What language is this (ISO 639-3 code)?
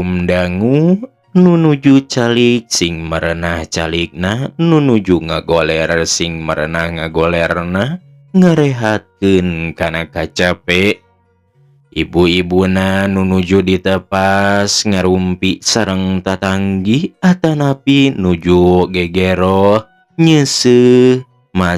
sun